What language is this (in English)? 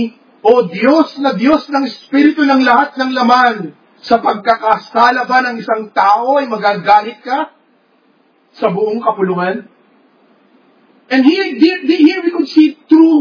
Filipino